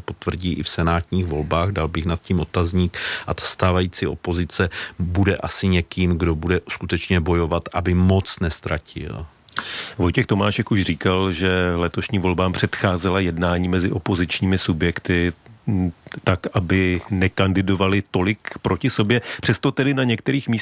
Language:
Czech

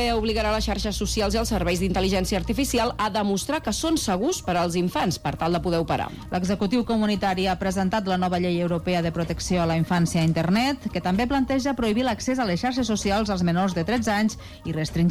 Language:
Catalan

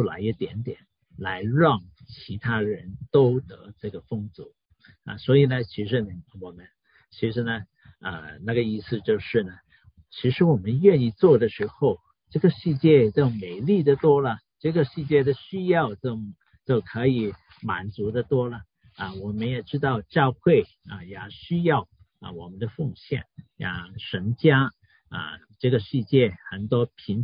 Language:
Chinese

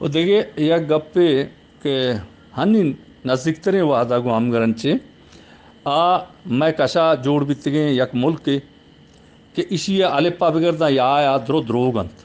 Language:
Eastern Balochi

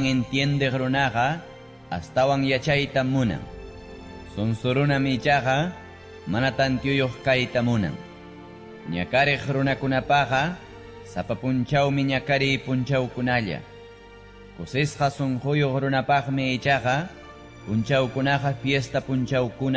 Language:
Ayacucho Quechua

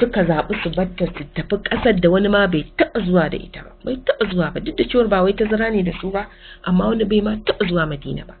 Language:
Hausa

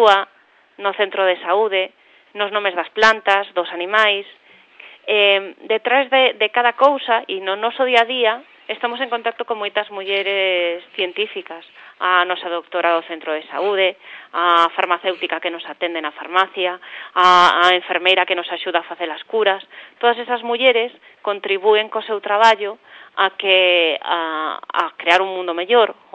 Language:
Galician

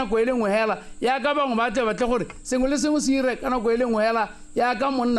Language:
Tswana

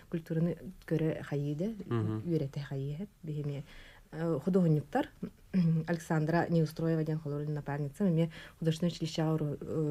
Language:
Yakut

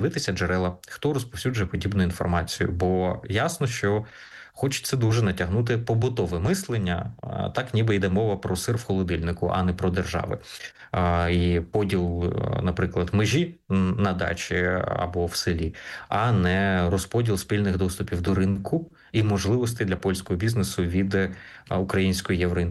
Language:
Ukrainian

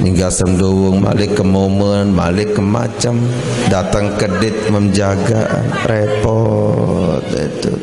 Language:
Sasak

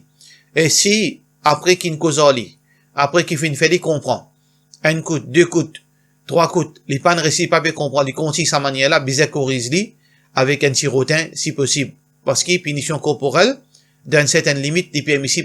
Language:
Morisyen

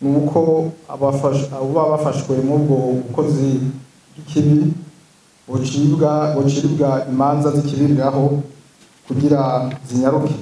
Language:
Rundi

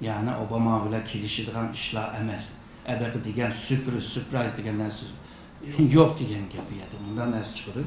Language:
Uyghur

